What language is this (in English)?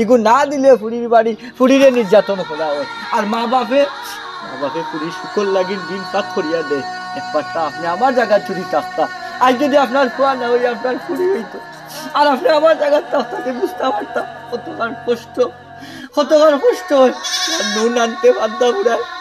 Sylheti